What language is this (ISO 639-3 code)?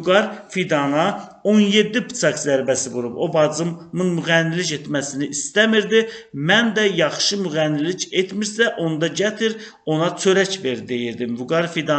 aze